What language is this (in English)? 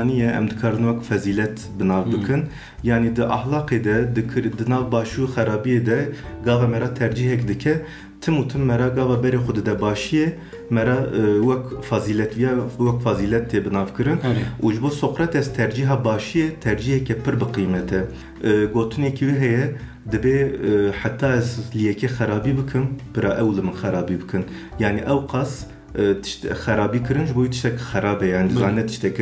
Kurdish